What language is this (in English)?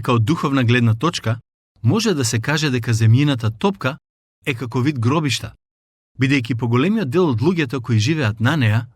Macedonian